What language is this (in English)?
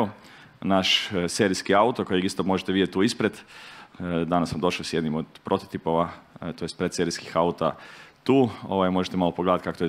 Croatian